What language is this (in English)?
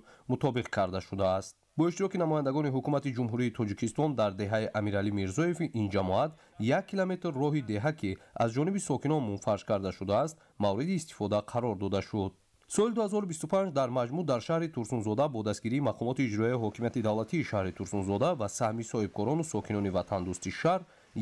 Tajik